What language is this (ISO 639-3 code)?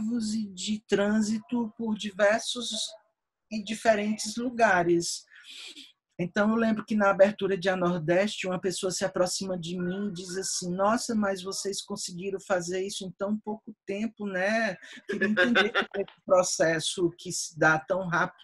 por